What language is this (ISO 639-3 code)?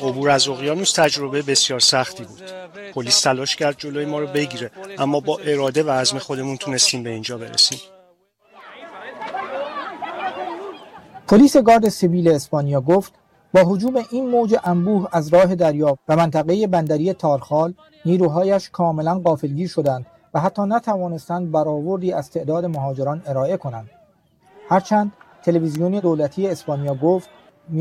fas